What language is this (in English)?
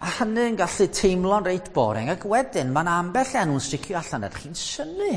Welsh